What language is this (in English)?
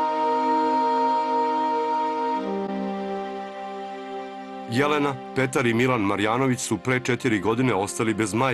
Serbian